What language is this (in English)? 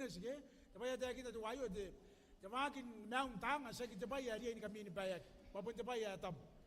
Gilbertese